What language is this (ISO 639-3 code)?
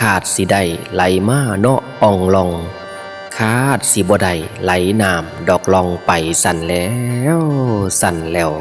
tts